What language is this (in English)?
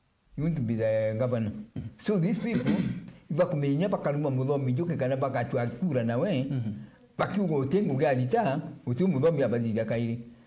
Meru